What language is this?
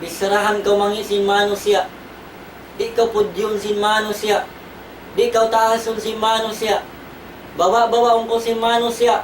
Tausug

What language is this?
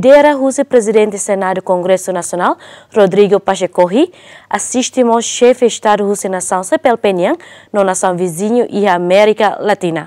Tetum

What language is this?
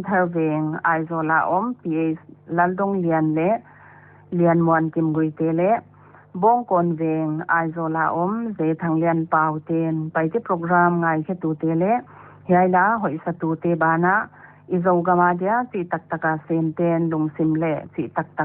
Paite Chin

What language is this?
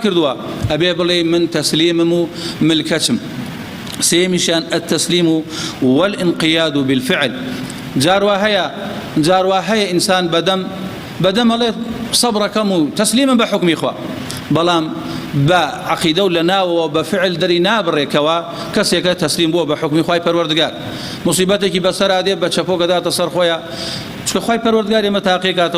Central Kurdish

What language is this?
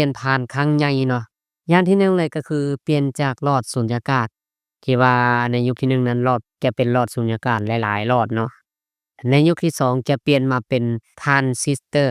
Lao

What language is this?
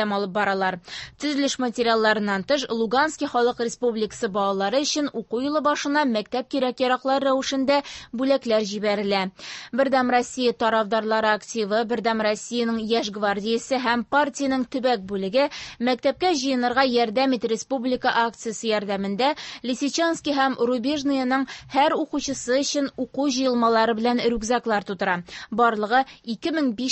Tatar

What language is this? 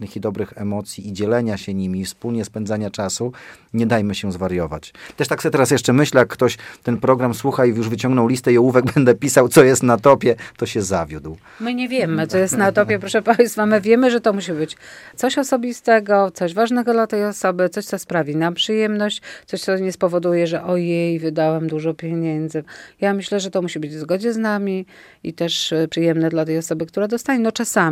Polish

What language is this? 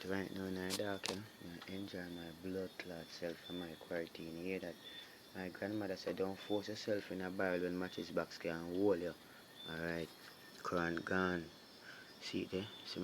Jamaican Creole English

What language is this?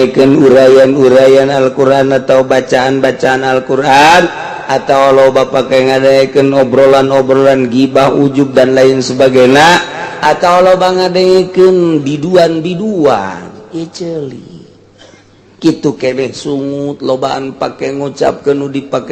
Sundanese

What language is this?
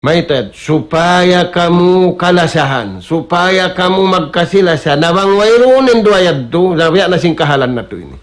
Tausug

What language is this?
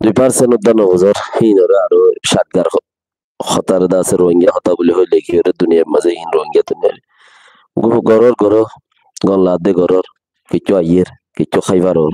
Rohingya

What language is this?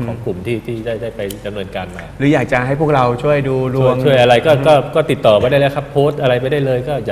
Thai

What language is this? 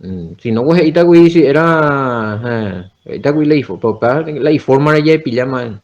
Guarani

